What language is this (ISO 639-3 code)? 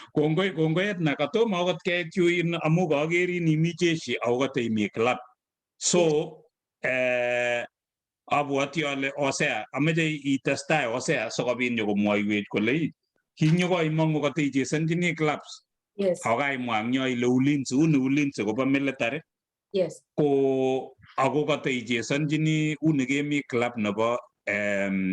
kln